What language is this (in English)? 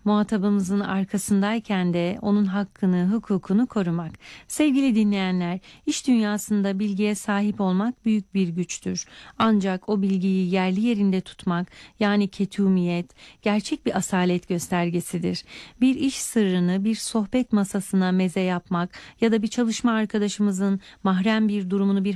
Turkish